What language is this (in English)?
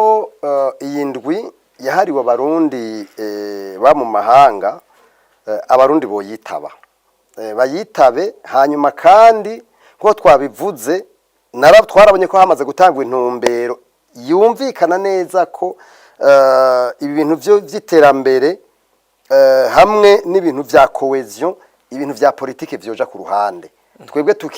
Rundi